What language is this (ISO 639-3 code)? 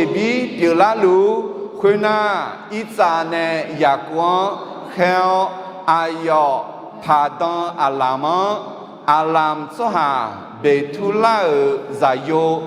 ahk